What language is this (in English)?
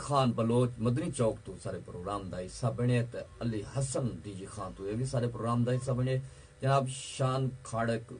Saraiki